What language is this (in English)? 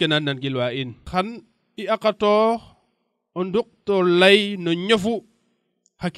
Serer